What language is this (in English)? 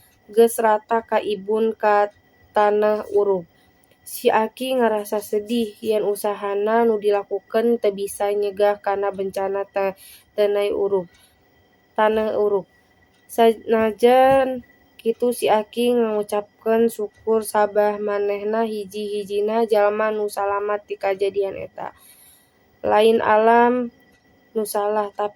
Sundanese